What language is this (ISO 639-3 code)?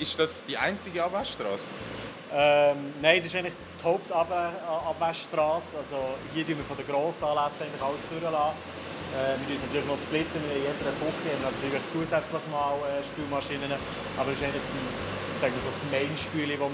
gsw